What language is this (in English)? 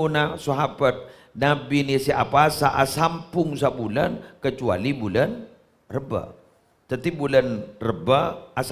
Madurese